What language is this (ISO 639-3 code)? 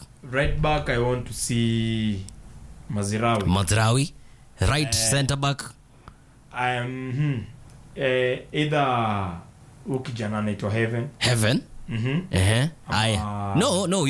swa